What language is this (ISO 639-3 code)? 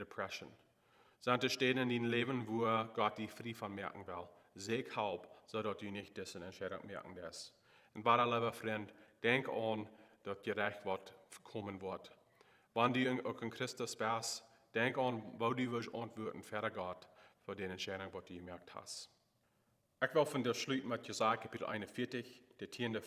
pdt